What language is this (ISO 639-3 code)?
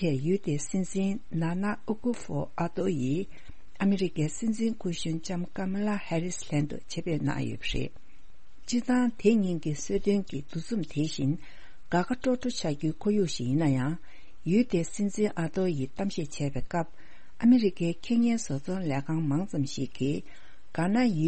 bod